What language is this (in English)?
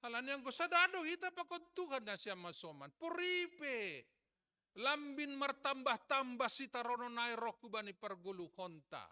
Batak Simalungun